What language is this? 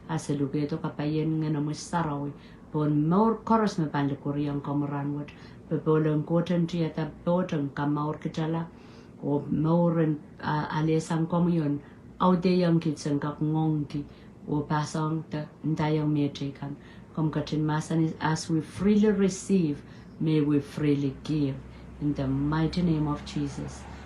Pohnpeian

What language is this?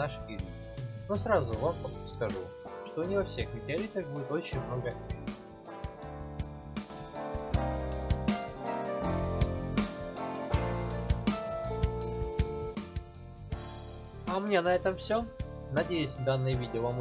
Russian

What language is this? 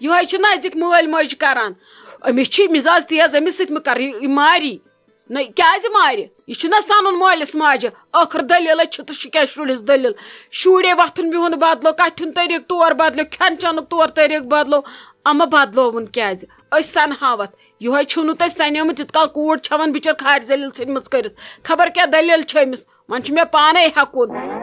Kashmiri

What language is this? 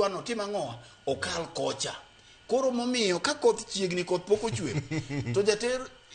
Luo (Kenya and Tanzania)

